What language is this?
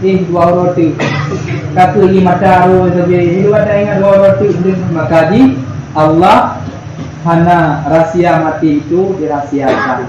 Achinese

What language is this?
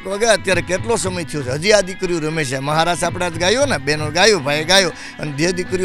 Gujarati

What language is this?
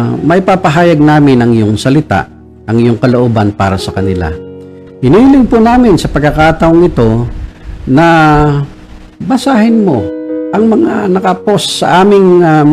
Filipino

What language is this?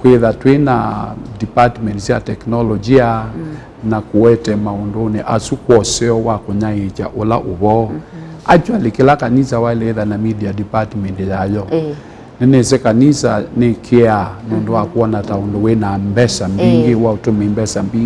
Kamba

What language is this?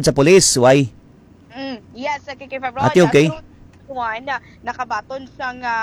Hiligaynon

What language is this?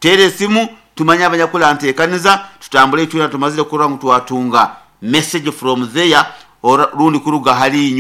Nyoro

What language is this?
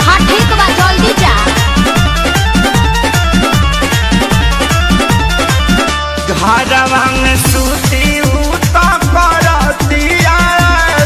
Bhojpuri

